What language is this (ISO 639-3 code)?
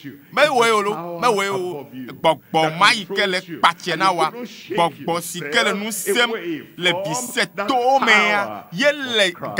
ewe